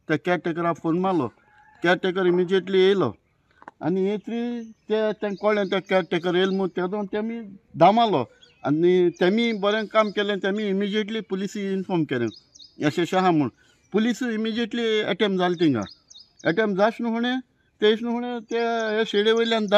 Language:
Konkani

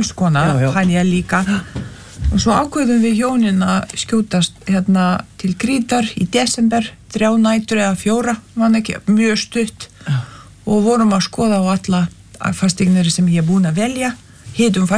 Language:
Icelandic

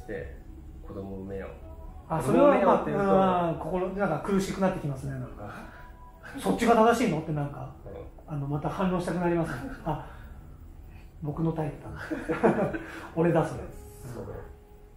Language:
Japanese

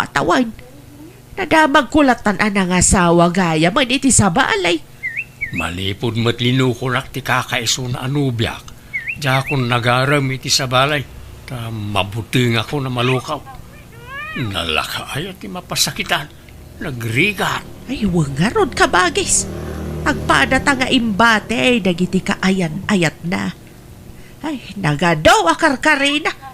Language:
Iloko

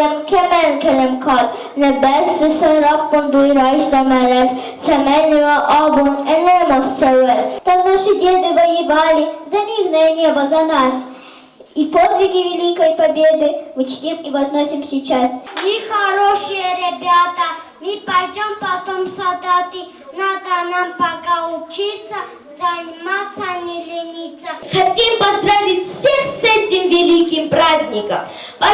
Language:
Ossetic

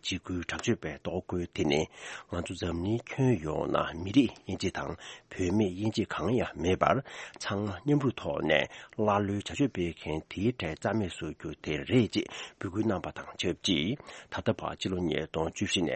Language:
Tibetan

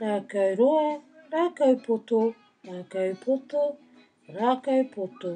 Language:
Māori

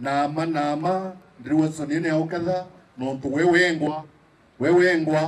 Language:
Meru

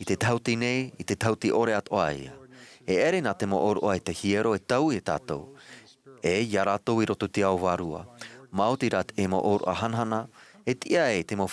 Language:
Tahitian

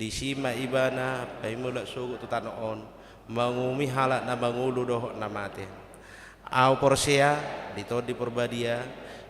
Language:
Batak Toba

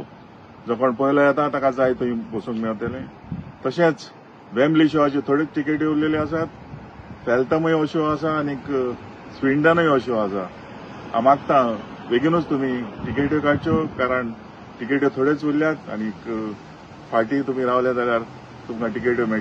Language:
Konkani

